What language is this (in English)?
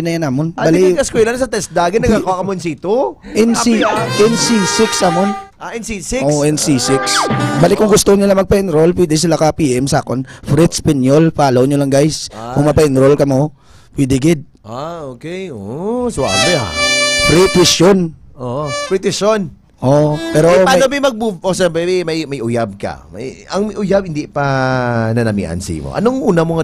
Hiligaynon